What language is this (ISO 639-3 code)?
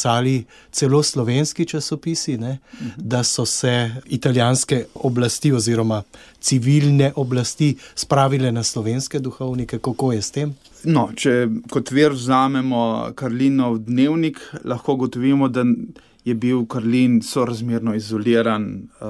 slv